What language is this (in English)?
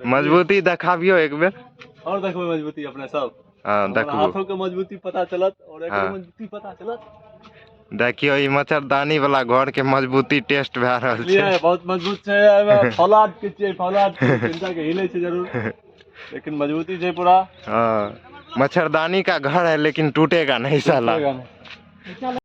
Maithili